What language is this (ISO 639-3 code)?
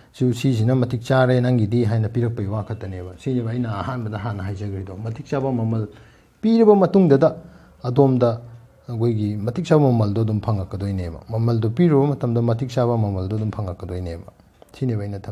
mni